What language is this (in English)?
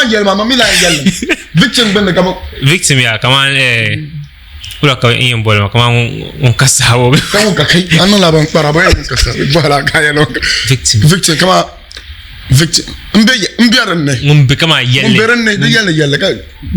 Dagbani